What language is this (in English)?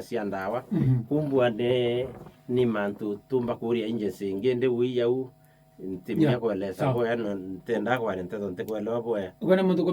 Meru